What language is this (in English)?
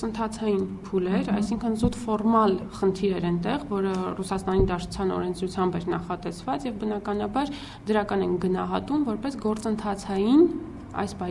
Armenian